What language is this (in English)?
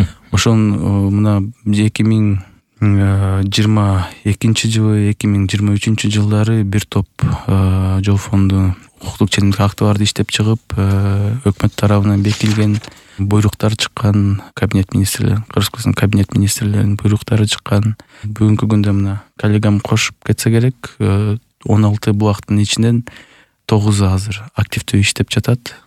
Kyrgyz